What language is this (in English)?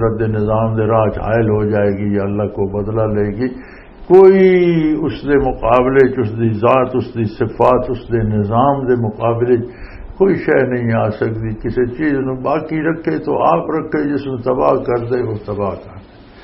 Western Panjabi